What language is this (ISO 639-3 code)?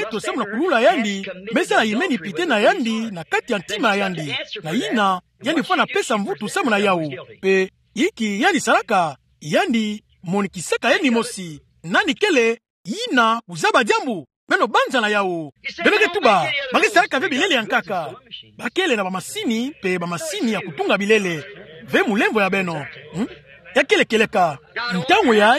ktu